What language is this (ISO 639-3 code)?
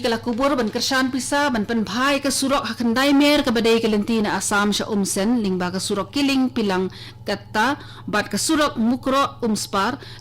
kha